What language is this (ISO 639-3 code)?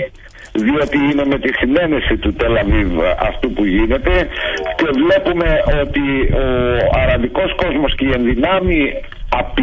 ell